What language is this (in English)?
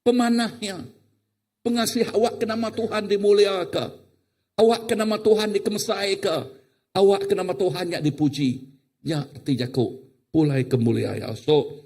Iban